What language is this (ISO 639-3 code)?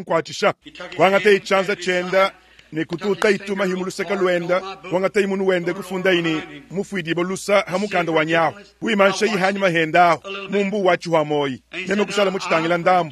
lua